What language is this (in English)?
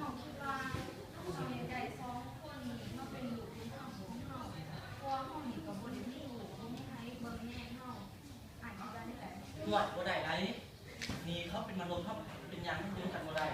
Lao